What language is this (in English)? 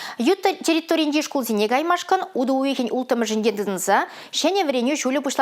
Chuvash